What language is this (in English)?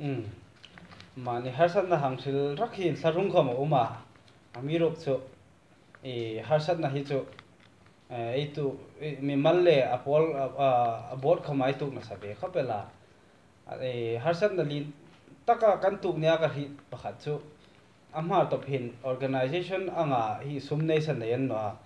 Hmar